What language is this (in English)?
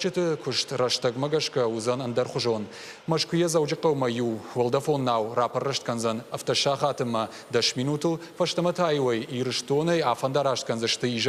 Ossetic